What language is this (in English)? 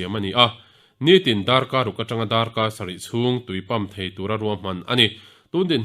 Mizo